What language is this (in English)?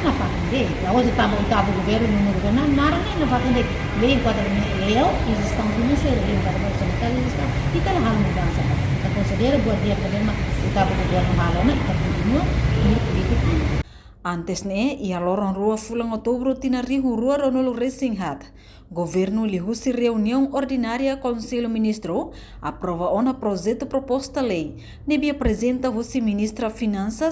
Tetum